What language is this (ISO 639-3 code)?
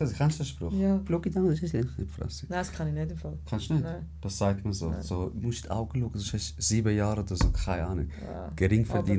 gsw